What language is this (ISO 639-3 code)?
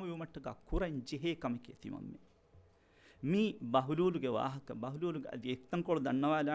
div